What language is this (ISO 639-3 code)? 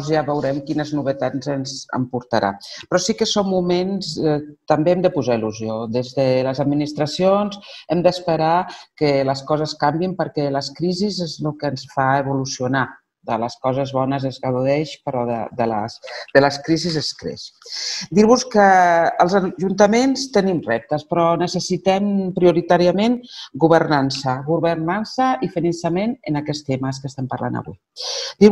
cat